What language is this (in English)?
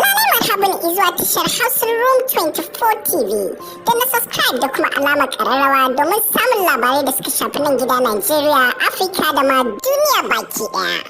Hausa